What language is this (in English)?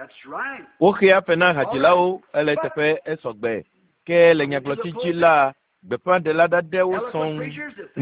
Ewe